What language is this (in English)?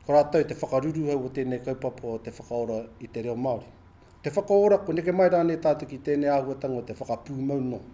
Māori